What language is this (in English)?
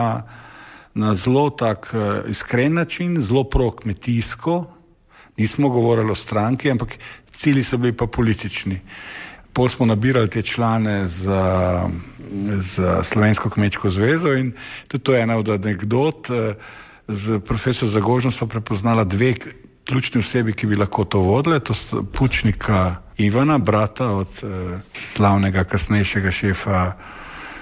Slovenian